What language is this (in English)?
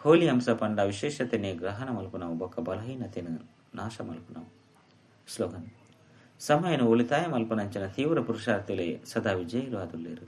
Tulu